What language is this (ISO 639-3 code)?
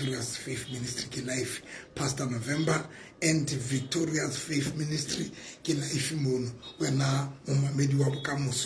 sot